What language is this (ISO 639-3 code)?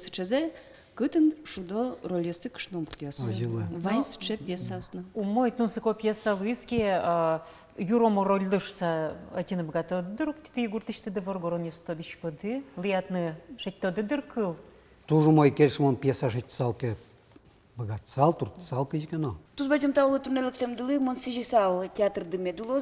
udm